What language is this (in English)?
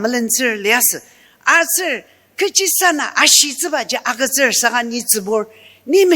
Ao Naga